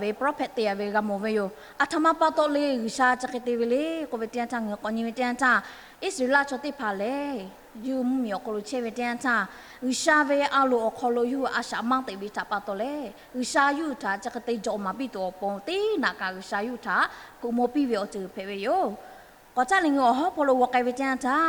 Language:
Lahu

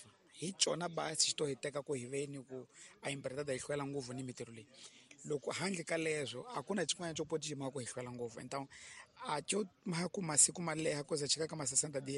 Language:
Tsonga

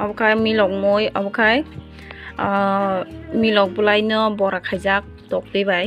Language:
Kok Borok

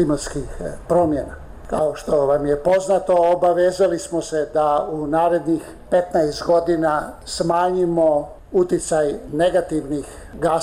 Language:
Bosnian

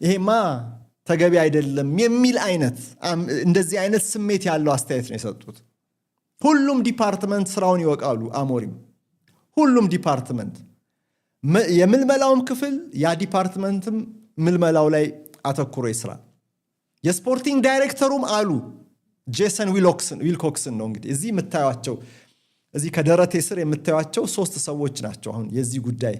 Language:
Amharic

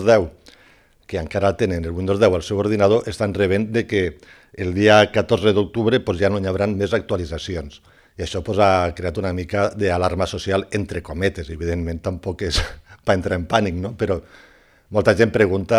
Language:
Catalan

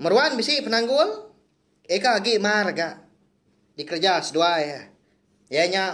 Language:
Iban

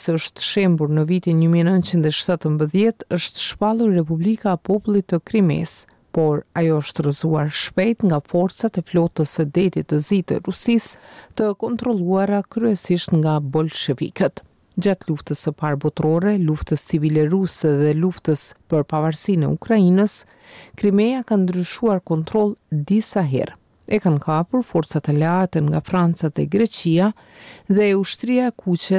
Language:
Albanian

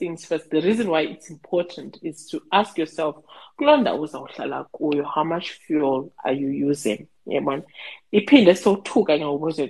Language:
Xhosa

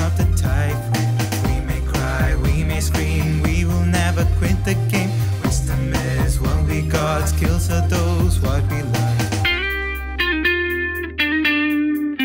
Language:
Kannada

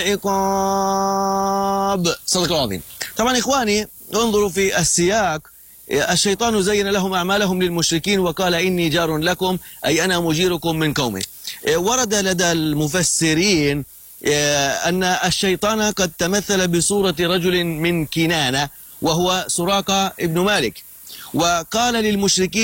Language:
Arabic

